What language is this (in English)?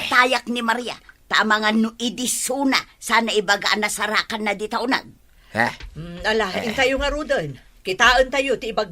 Iloko